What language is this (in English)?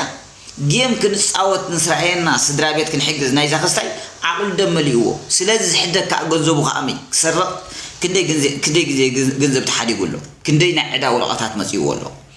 Tigrinya